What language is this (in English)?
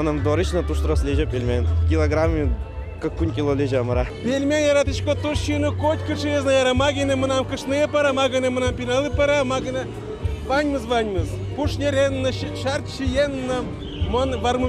Udmurt